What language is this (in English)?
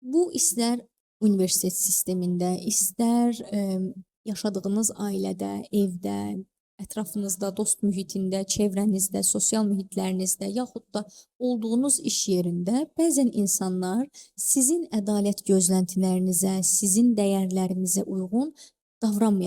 Azerbaijani